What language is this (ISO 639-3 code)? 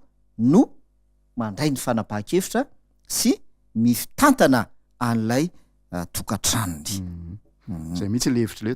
mlg